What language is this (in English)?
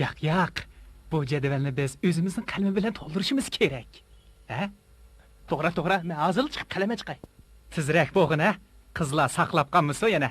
Uyghur